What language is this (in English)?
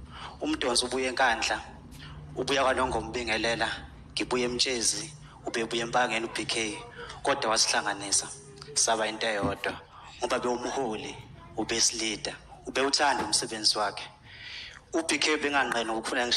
Zulu